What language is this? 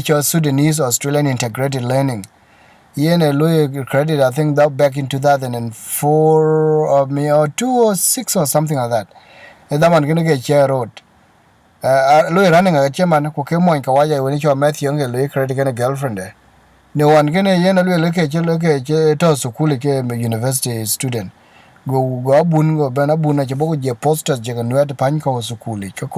Dinka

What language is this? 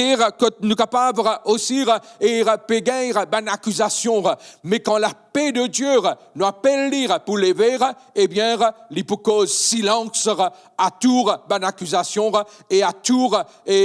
Morisyen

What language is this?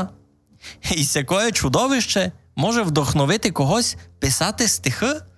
Rusyn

